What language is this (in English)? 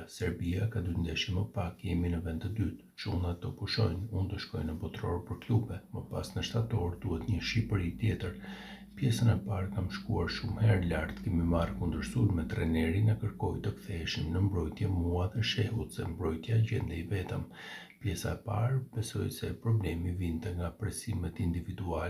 Albanian